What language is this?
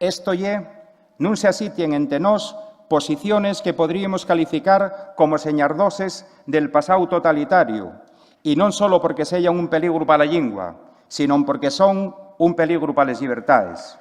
Asturian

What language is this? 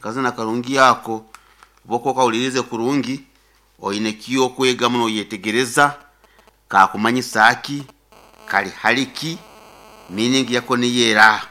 Nyankole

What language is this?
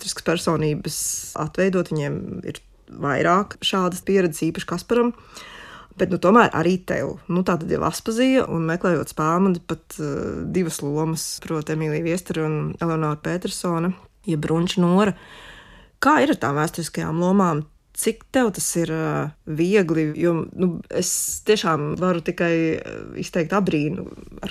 Latvian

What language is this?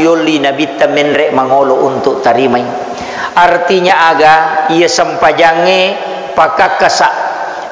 Buginese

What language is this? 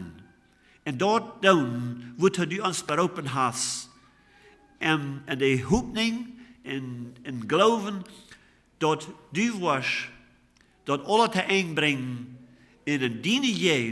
Plautdietsch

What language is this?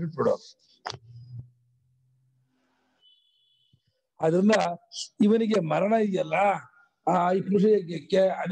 Kannada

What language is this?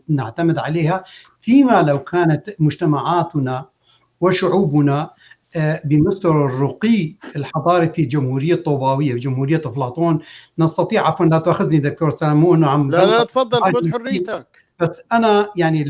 North Levantine Arabic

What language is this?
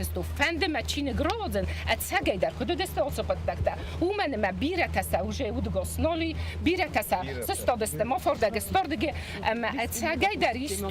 Ossetic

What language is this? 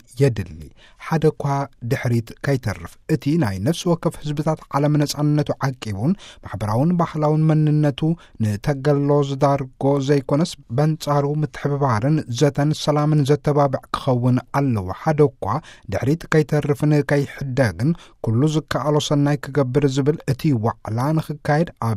Tigrinya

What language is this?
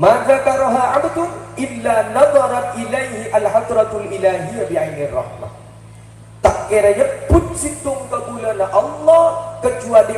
Madurese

